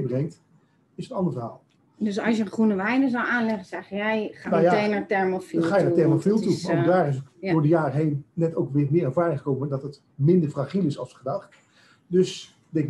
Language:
Dutch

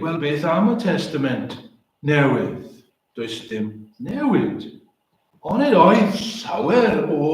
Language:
Welsh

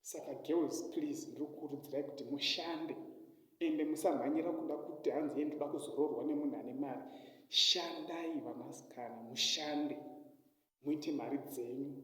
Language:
Shona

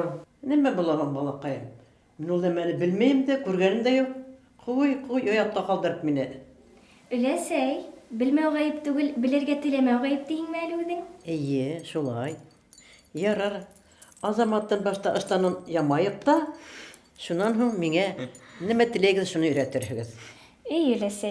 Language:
Bashkir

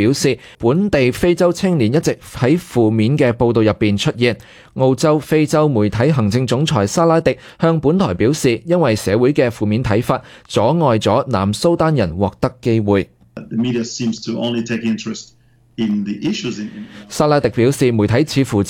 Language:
Cantonese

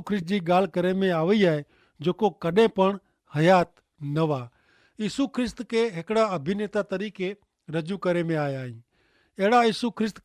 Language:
Kachhi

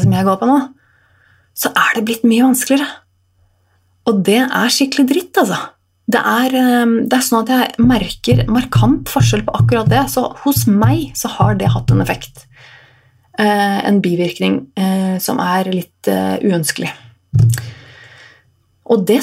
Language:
Norwegian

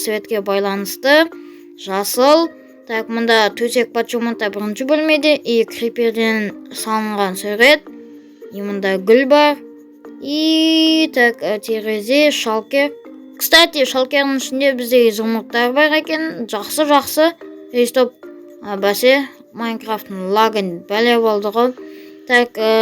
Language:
Kazakh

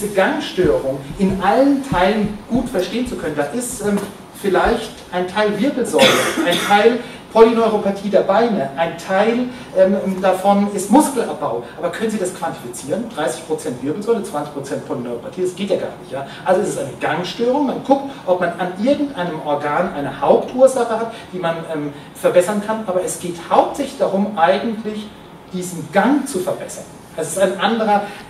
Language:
German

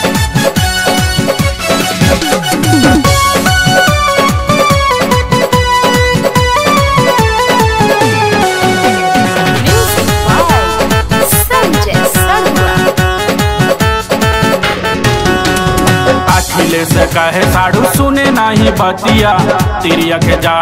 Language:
Bhojpuri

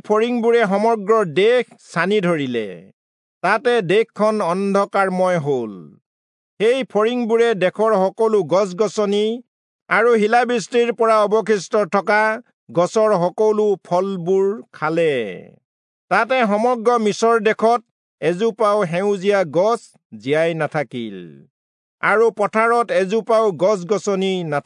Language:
Assamese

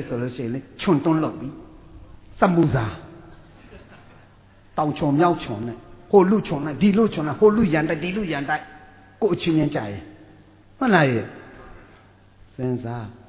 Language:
Burmese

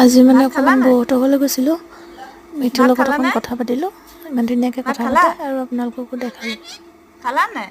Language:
Assamese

